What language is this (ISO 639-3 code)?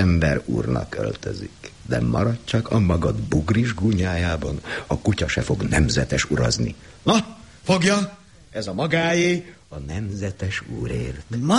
hun